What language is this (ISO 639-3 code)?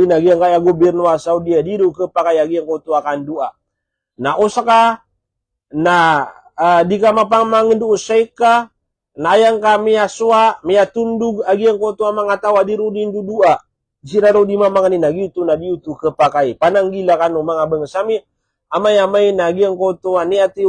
mrw